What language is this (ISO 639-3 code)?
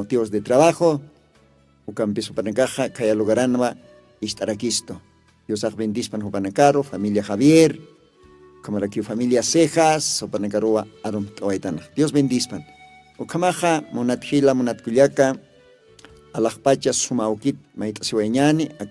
aym